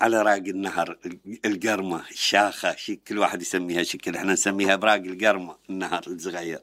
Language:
Mesopotamian Arabic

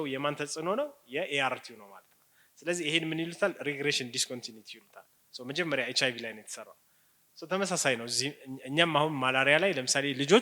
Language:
Amharic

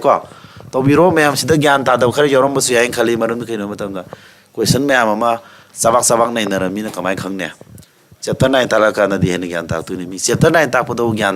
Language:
Manipuri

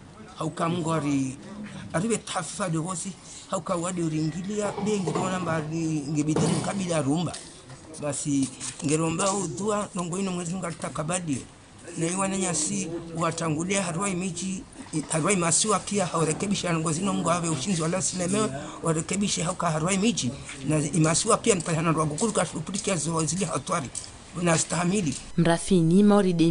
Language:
Ngazidja Comorian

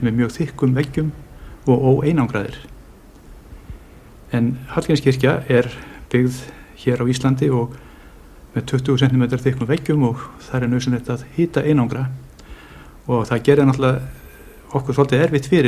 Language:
Icelandic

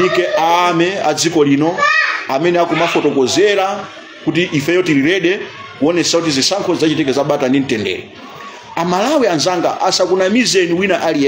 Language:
Nyanja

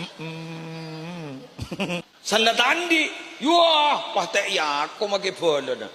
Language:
Madurese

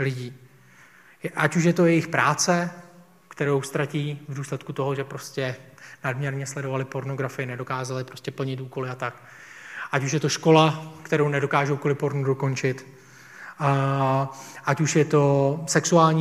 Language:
Czech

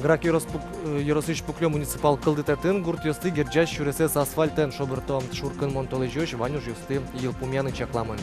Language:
Udmurt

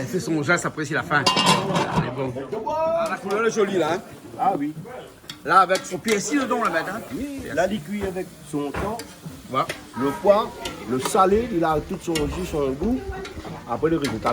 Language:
Réunion Creole French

